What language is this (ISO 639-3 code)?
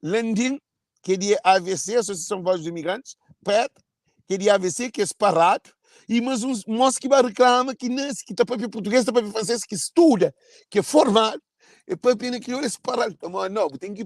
kea